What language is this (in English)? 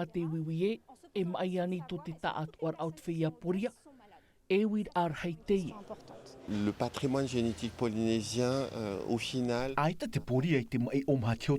Tahitian